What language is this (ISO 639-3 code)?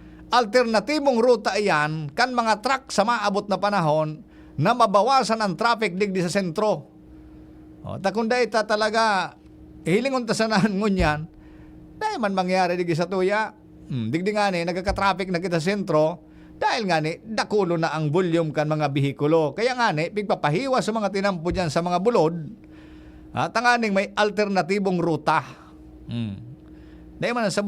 bik